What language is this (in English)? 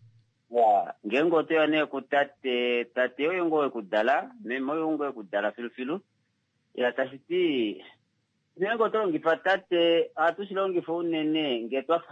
Kuanyama